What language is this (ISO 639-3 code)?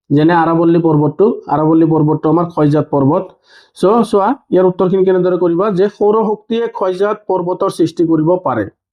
asm